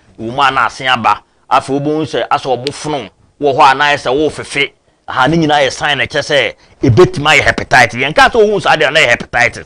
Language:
Akan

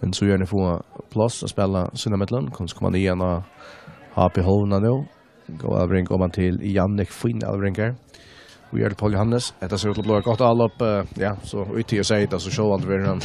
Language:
Faroese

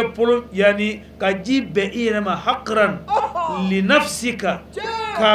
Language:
Bambara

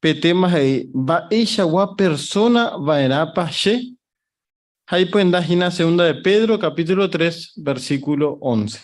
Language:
Guarani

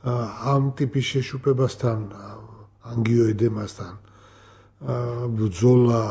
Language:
Georgian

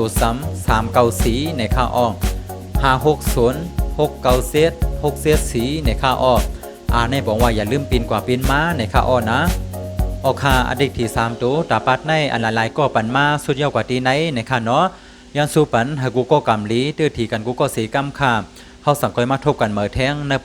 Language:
Shan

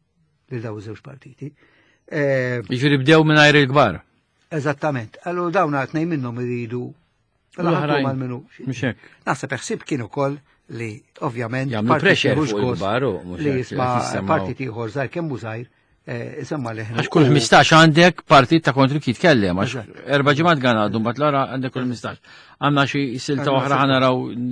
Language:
Maltese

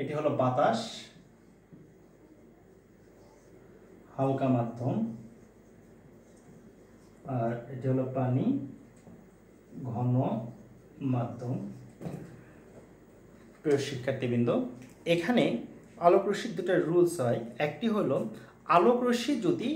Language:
Bangla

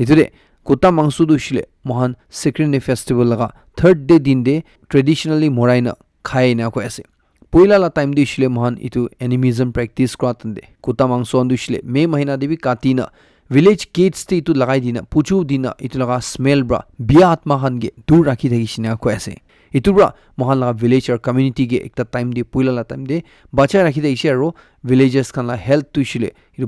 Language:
Naga Pidgin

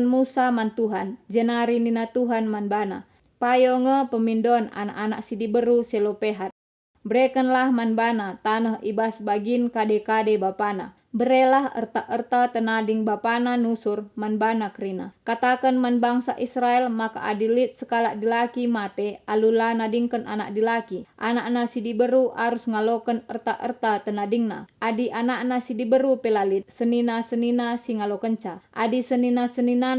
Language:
Batak Karo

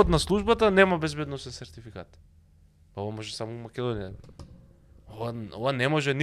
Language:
Macedonian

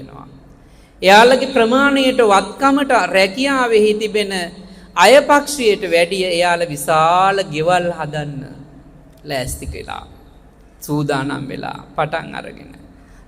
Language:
Sinhala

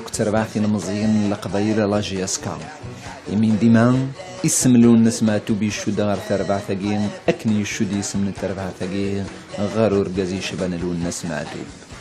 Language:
Kabyle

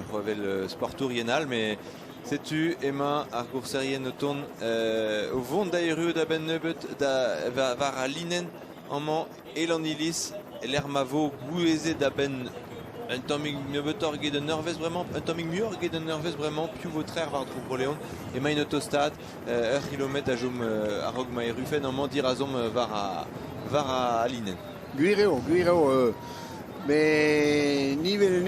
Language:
Breton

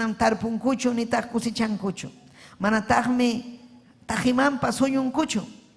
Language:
Ayacucho Quechua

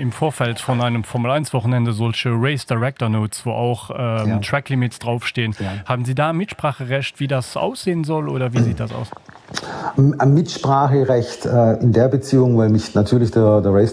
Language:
Luxembourgish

